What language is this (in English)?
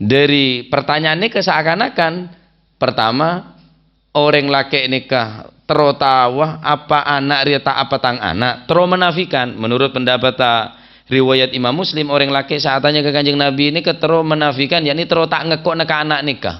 Madurese